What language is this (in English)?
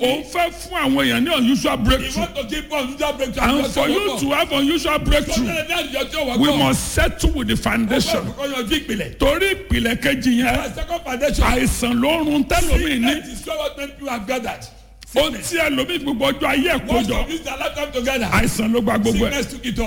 Yoruba